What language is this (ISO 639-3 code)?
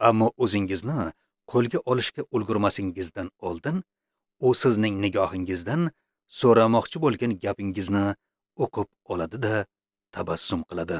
uzb